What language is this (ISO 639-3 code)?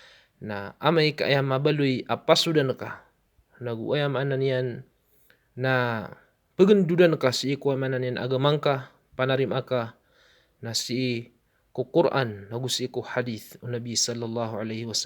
mrw